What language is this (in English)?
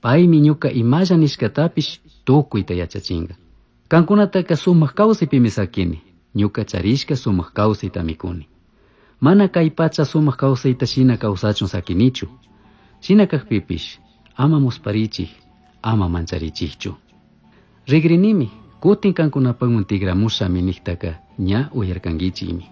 Chimborazo Highland Quichua